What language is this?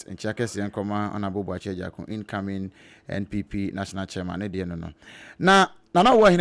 Akan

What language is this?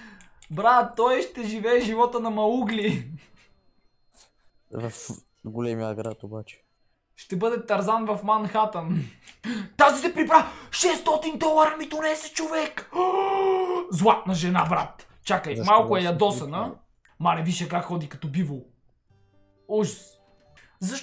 Bulgarian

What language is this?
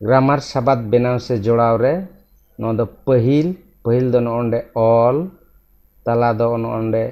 Santali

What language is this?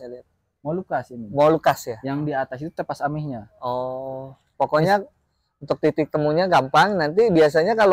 Indonesian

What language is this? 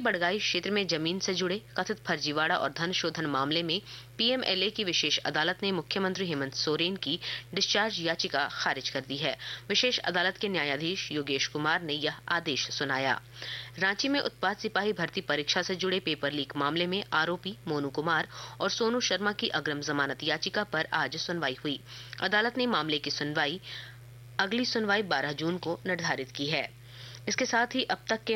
Hindi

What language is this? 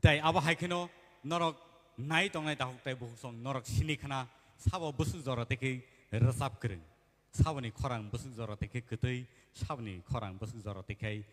Kok Borok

